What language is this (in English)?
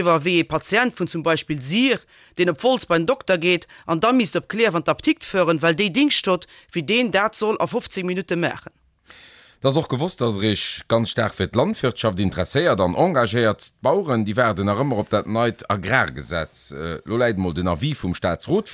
Luxembourgish